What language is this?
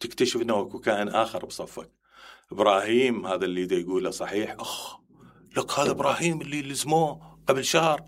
Mesopotamian Arabic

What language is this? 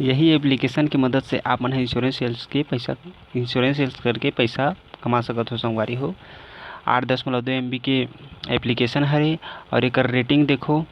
Chhattisgarhi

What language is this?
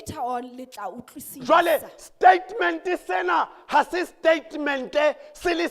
Southern Sotho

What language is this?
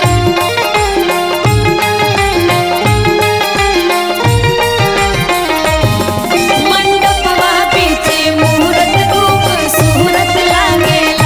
Bhojpuri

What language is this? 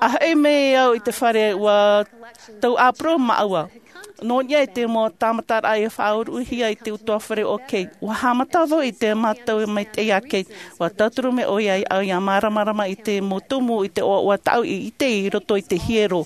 Tahitian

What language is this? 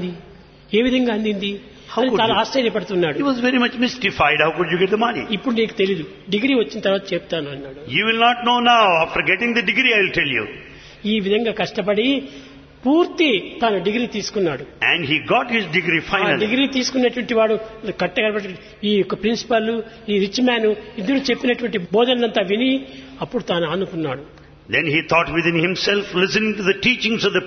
Telugu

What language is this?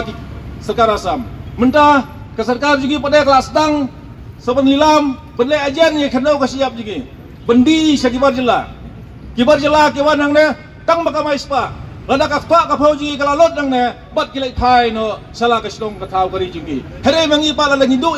Khasi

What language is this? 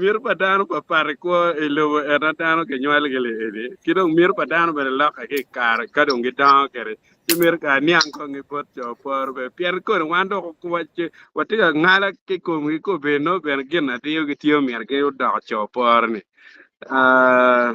Acoli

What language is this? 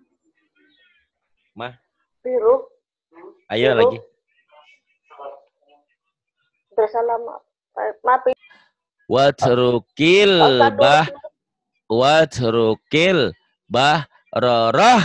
Indonesian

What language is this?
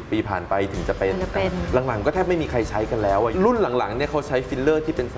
Thai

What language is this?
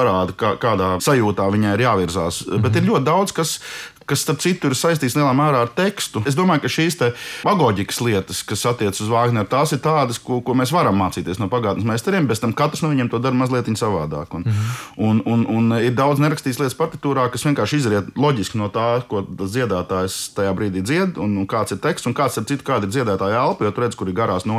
Latvian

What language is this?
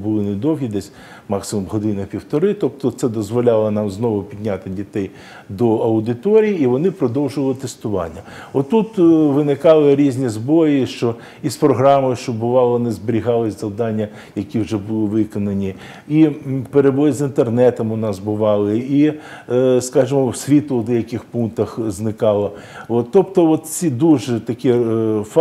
Ukrainian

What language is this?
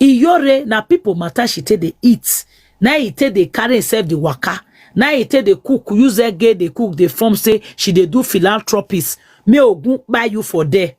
Nigerian Pidgin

